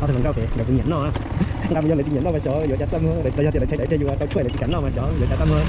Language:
Hmong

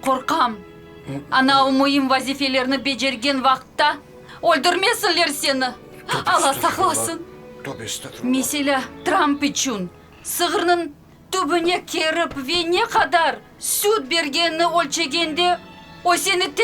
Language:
Crimean Tatar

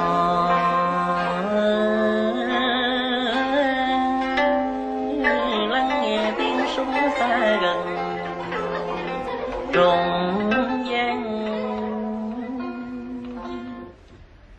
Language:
Vietnamese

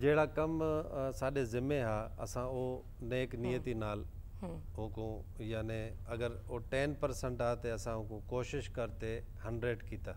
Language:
Saraiki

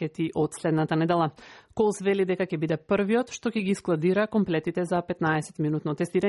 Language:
Macedonian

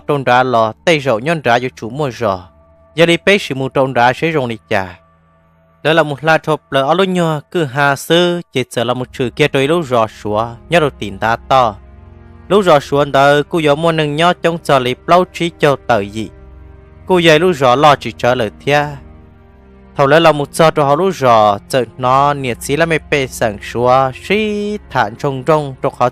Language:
Hmong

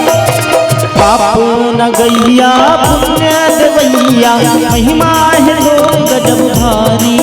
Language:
Chhattisgarhi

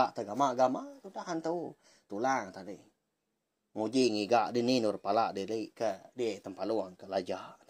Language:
Iban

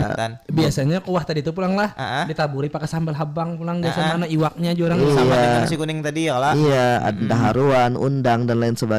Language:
Banjar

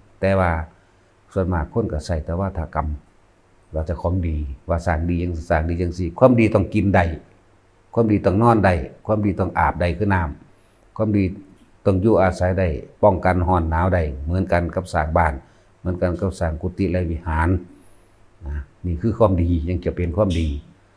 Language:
Northeastern Thai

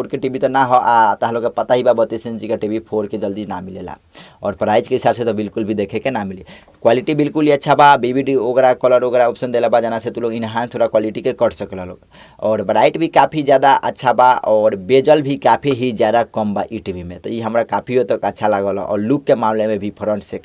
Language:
Bhojpuri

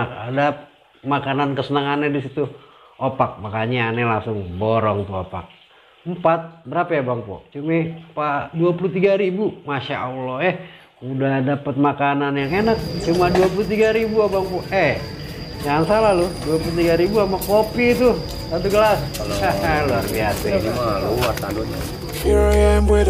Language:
Betawi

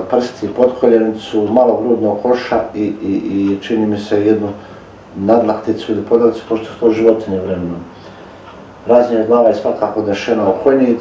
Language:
Bosnian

